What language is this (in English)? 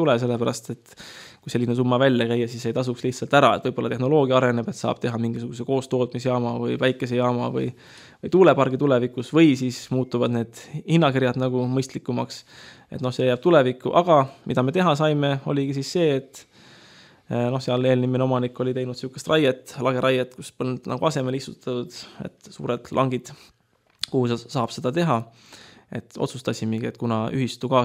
Estonian